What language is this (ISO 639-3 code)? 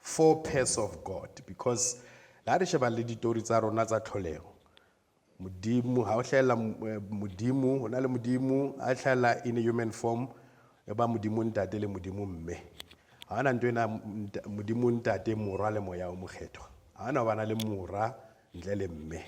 sot